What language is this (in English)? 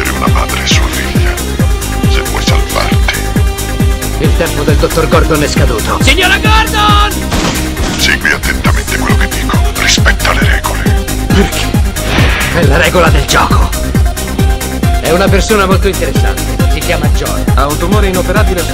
Italian